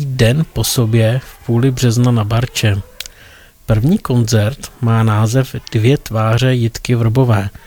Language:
Czech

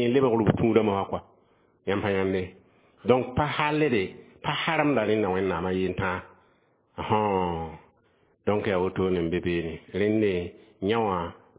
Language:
Mossi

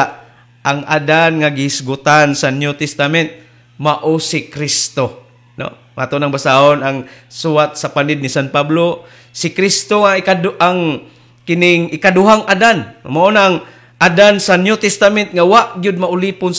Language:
Cebuano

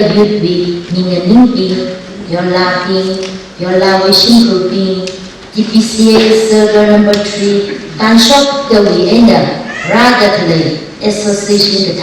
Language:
Tangkhul Naga (India)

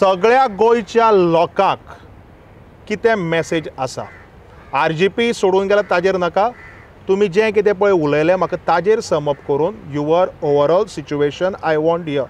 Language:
Konkani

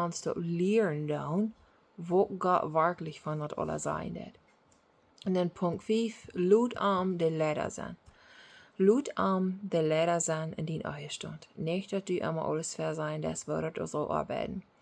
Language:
Plautdietsch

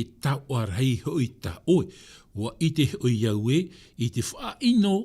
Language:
Tahitian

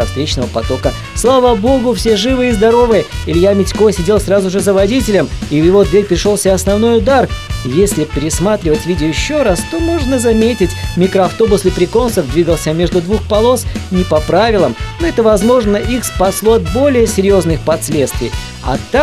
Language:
Russian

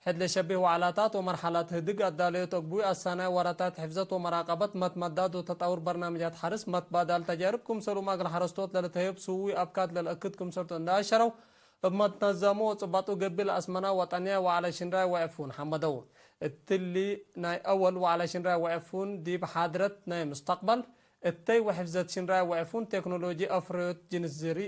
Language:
Tigre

